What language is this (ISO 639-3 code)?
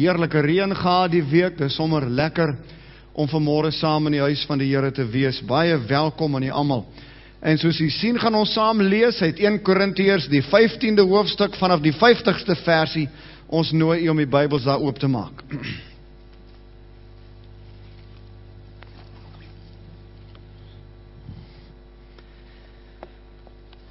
afr